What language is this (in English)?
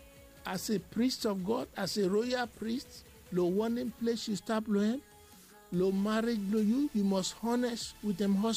Bislama